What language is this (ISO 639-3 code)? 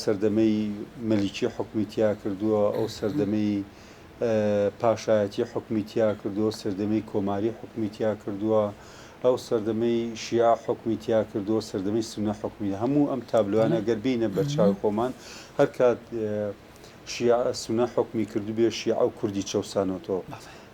ckb